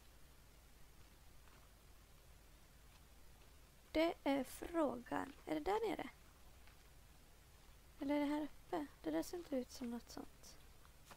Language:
Swedish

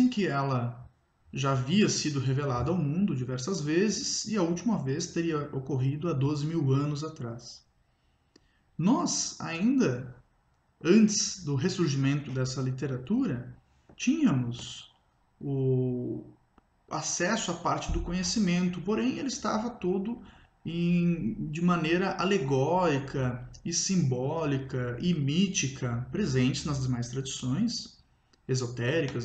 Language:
Portuguese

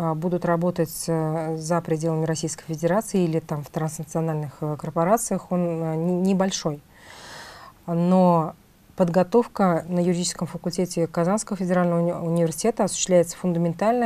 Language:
Russian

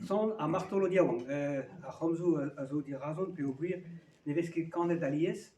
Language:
Breton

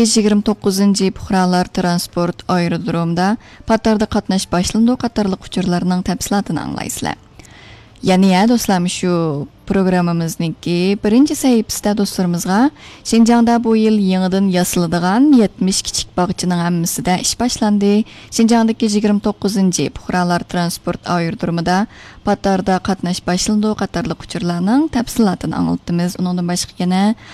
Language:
Uyghur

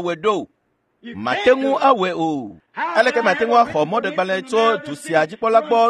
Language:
Ewe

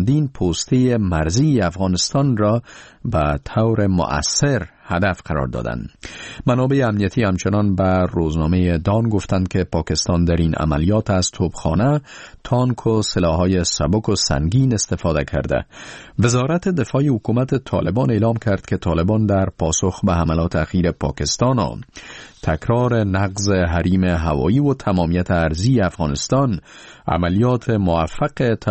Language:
Persian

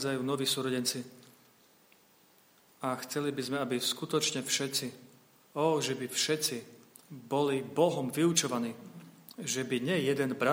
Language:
Slovak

